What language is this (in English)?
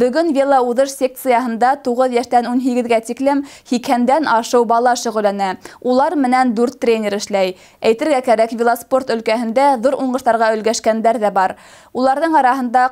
Bashkir